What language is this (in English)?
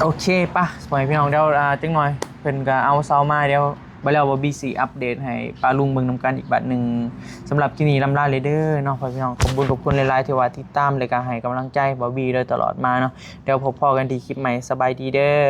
Northeastern Thai